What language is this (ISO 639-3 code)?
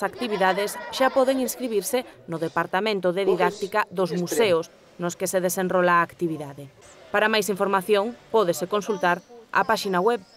glg